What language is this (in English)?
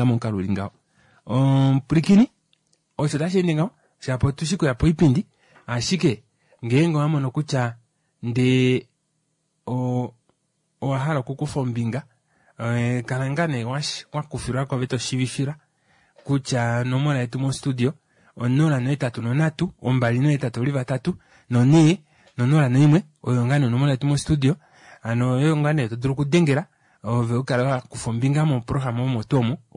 Kuanyama